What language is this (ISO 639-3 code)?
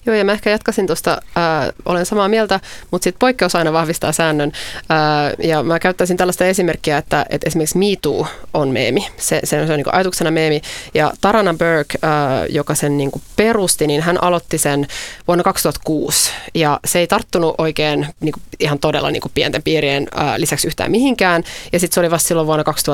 fin